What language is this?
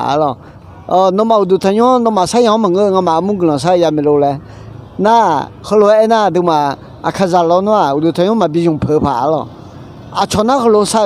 Akha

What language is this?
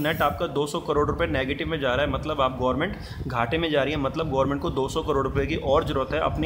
Hindi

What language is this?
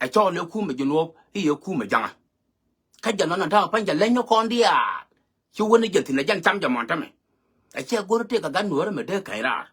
Nuer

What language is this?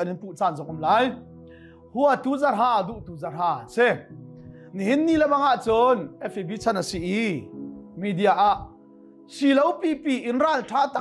Hakha Chin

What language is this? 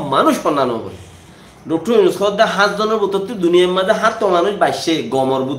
Rohingya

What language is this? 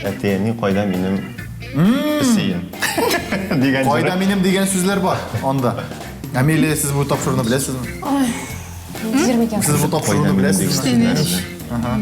Tatar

